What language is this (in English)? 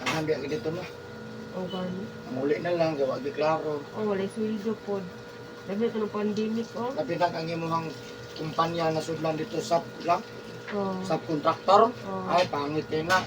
Cebuano